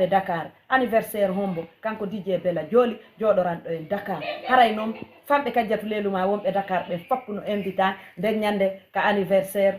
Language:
Fula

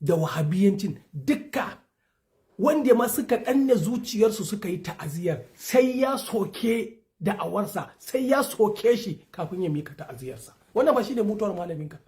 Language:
Hausa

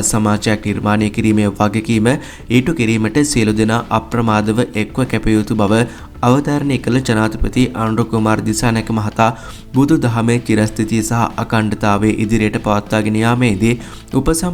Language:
Sinhala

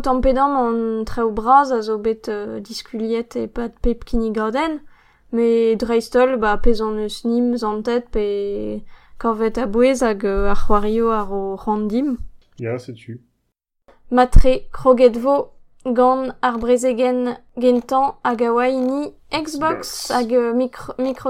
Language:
Breton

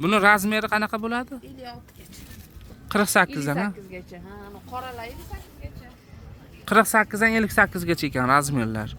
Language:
Uzbek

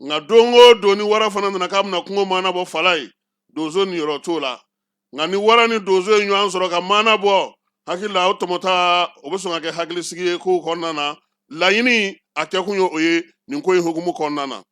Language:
Bambara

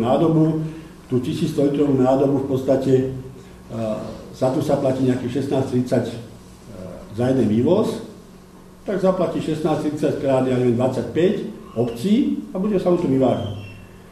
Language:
Slovak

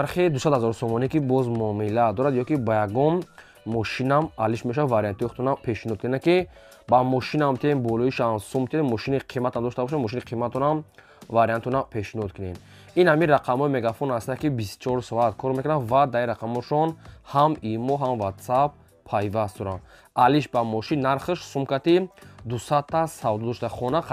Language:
Tajik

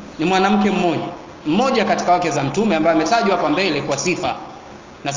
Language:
Swahili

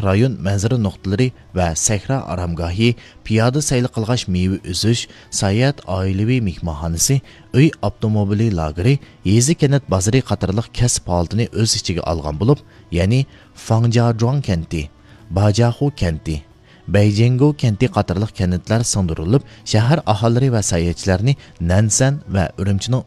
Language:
Uyghur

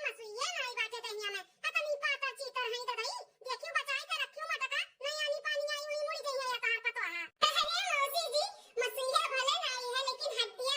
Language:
Awadhi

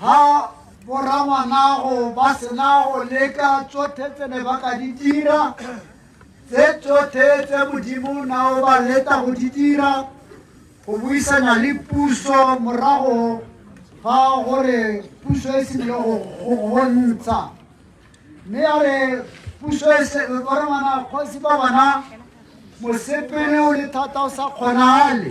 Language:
Tswana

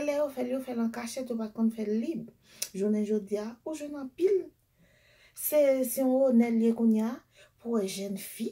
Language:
Haitian Creole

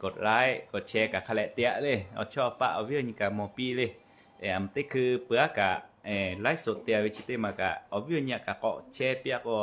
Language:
Lahu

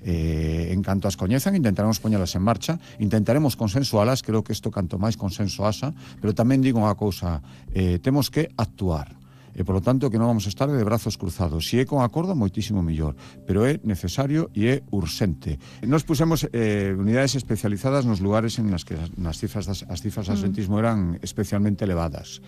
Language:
Galician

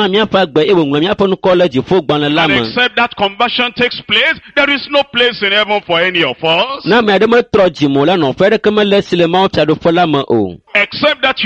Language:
Ewe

